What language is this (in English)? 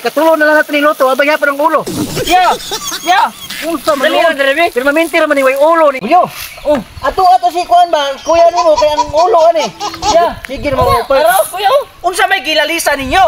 Cebuano